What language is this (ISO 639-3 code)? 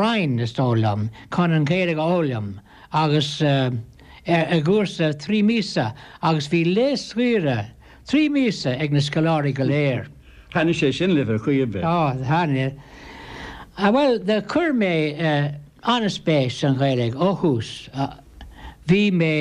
gle